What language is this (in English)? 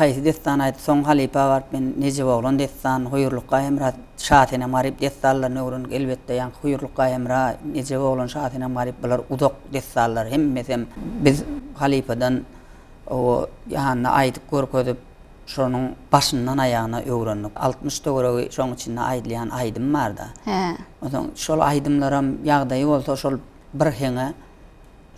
Turkmen